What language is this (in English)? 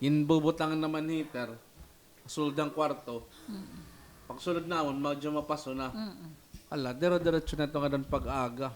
Waray